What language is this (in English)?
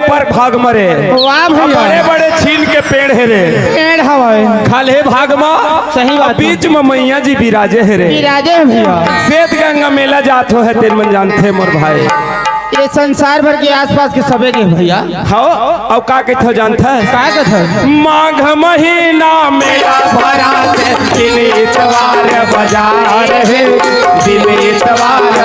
Chhattisgarhi